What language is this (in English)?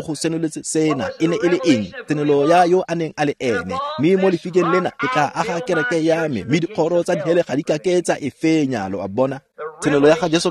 Tswana